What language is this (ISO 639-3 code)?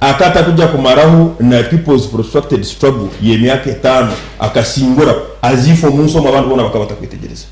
nyn